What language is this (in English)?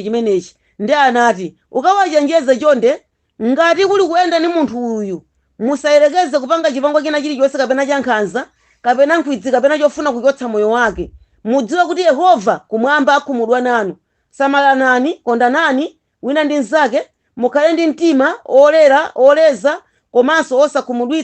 Nyanja